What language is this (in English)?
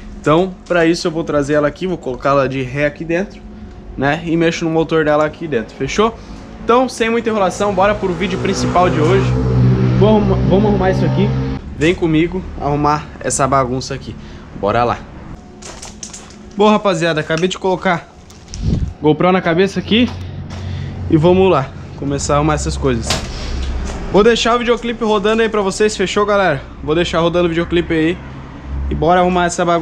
Portuguese